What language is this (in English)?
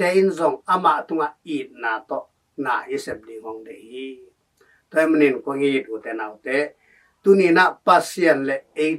Tedim Chin